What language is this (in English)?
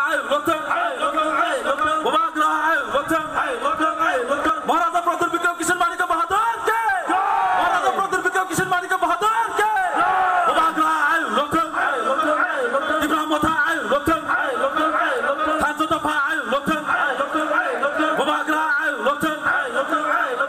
Kok Borok